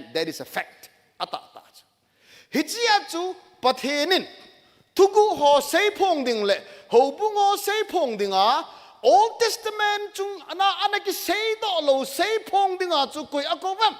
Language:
Thado Chin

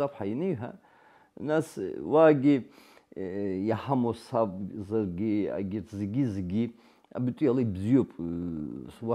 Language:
Abkhazian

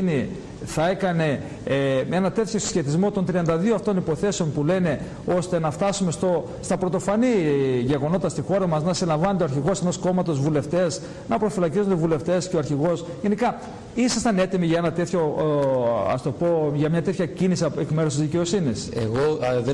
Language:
Greek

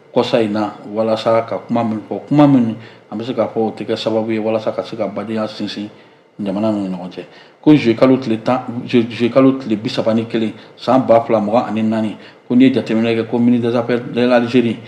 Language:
Bambara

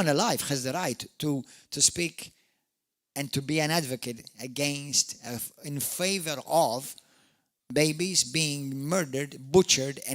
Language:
English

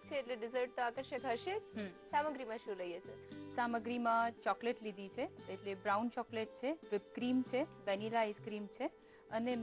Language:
Gujarati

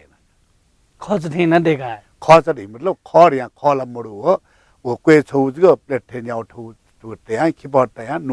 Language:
Newari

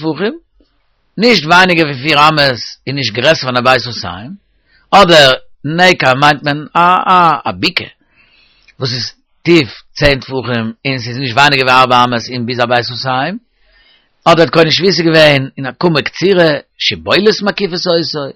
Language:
Yiddish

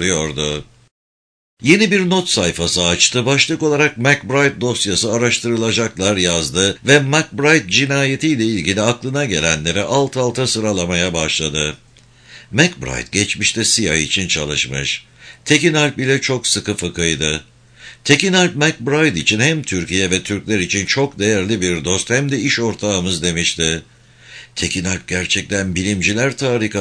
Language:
Turkish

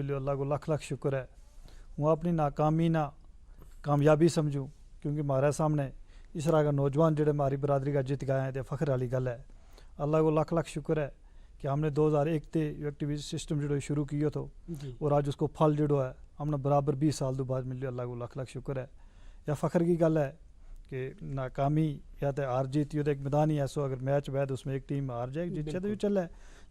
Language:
Gujari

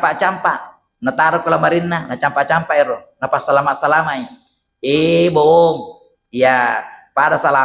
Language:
Buginese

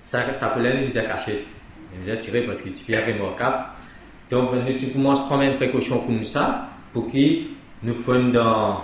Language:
Morisyen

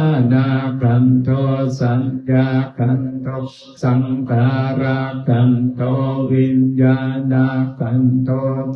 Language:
Pali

